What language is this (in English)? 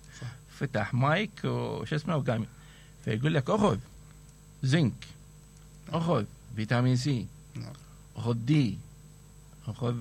Mesopotamian Arabic